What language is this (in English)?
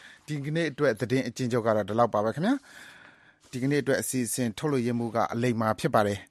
Burmese